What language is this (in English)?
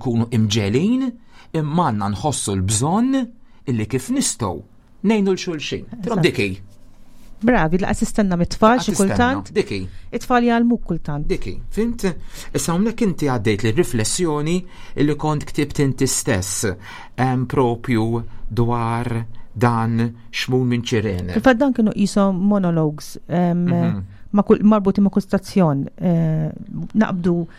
Maltese